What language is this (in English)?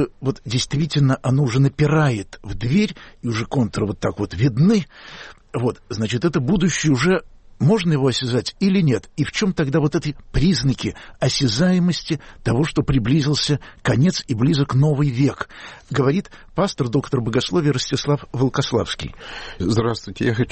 Russian